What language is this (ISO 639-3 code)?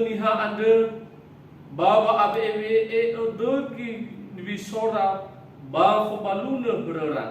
nia